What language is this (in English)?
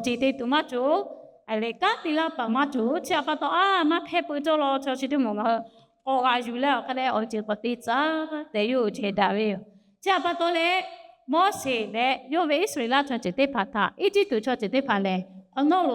Lahu